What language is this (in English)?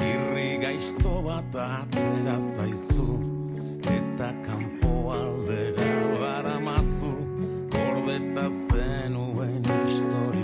Basque